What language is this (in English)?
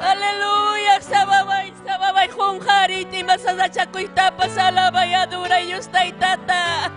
Ayacucho Quechua